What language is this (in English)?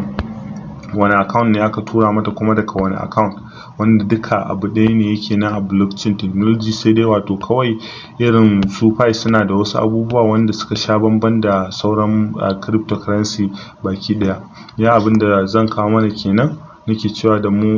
Hausa